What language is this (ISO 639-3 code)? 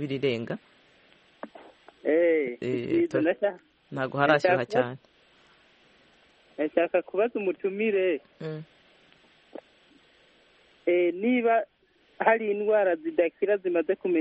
kin